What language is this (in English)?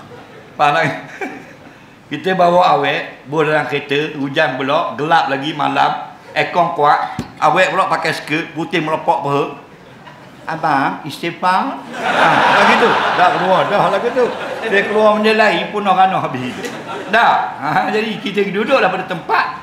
Malay